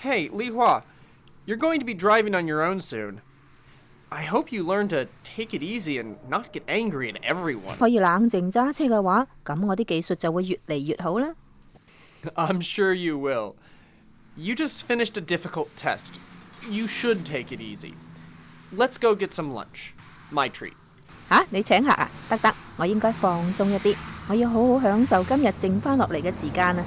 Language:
Cantonese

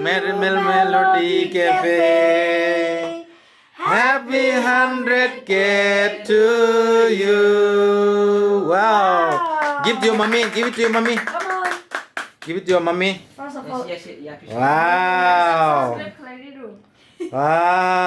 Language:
Kok Borok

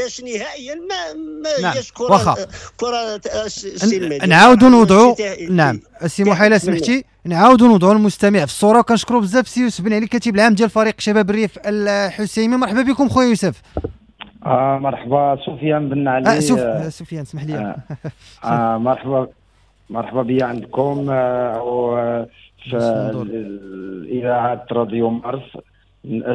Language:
Moroccan Arabic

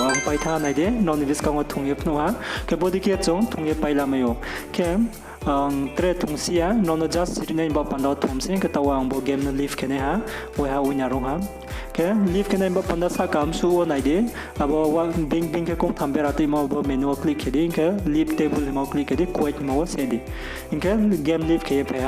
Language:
Riang (India)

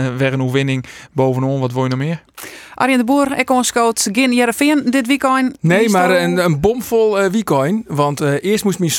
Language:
Western Frisian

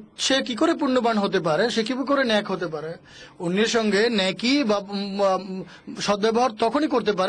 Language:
Bangla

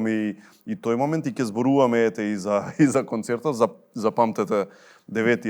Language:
Macedonian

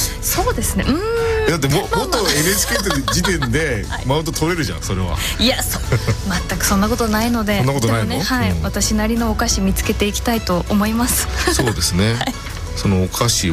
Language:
Japanese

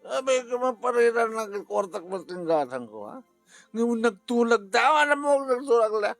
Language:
Iloko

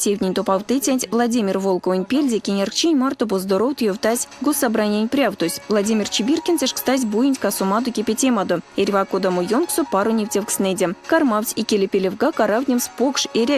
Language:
Erzya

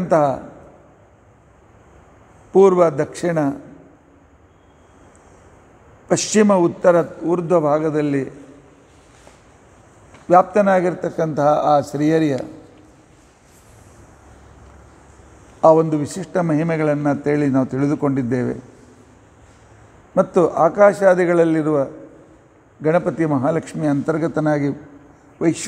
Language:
Kannada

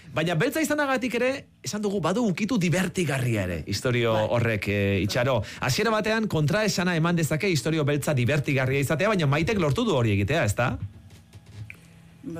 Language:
Basque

